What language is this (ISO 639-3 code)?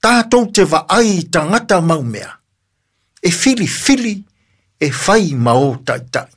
smo